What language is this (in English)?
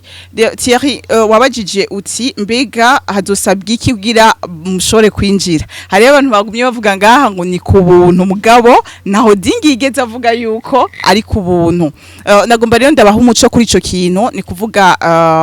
Rundi